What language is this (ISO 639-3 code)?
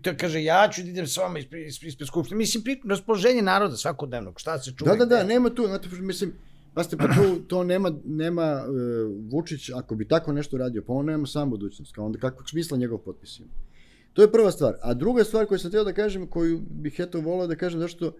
srp